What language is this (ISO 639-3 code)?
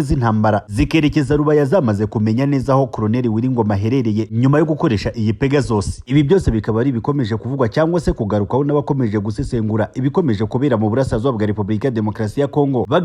kin